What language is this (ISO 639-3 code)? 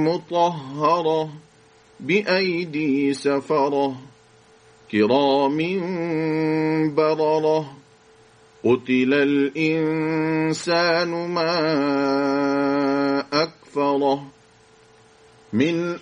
ara